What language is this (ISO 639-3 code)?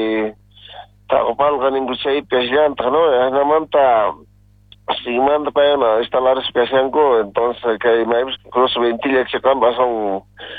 quh